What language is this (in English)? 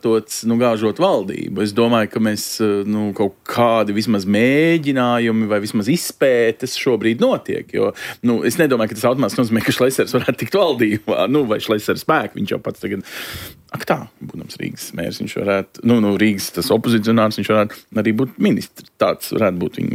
Latvian